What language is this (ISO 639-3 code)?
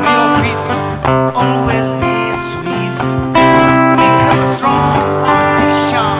nmf